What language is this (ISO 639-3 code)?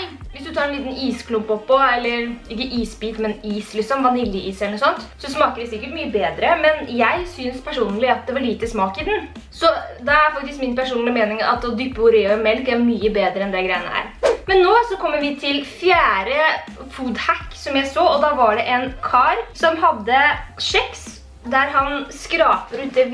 nor